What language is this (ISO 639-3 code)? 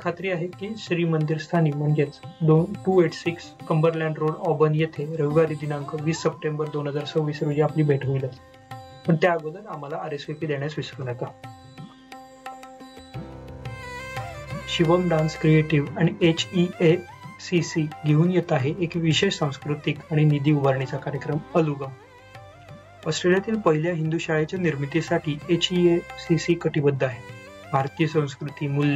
mar